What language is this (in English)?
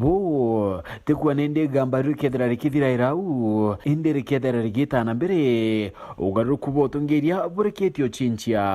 Meru